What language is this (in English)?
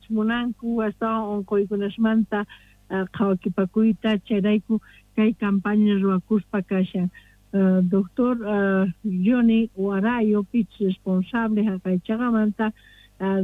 South Bolivian Quechua